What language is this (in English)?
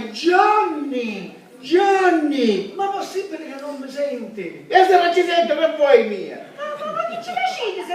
Sicilian